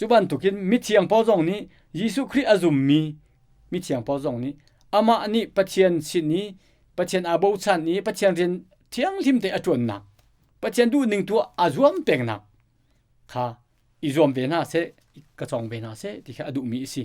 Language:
Hakha Chin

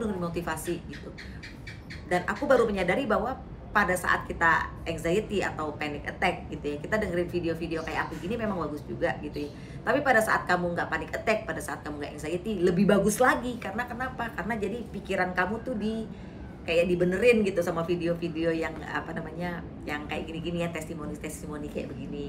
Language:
Indonesian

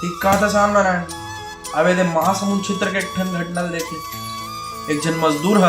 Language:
Chhattisgarhi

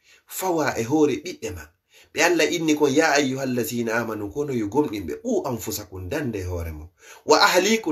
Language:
Fula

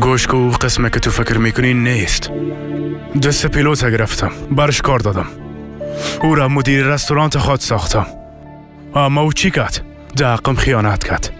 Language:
Persian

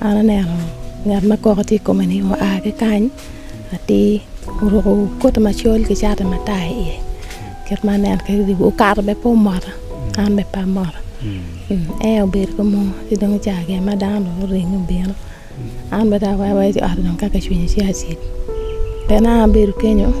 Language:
Acoli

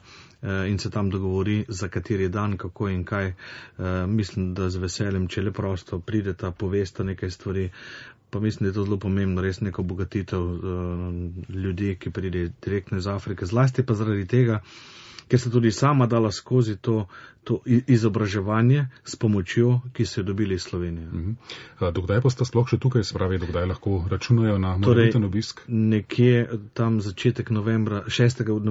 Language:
Slovenian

